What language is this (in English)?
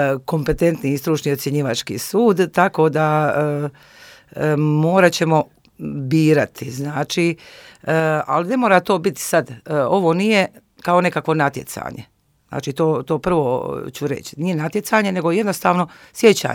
Croatian